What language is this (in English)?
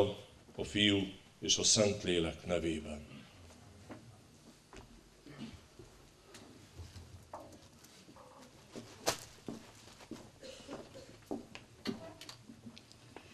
Hungarian